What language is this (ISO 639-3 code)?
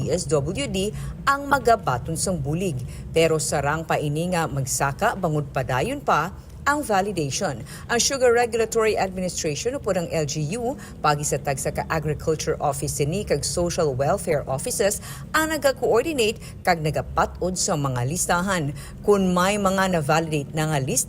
hil